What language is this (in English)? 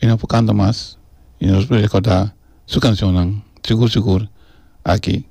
Papiamento